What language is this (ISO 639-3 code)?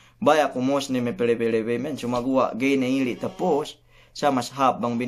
yka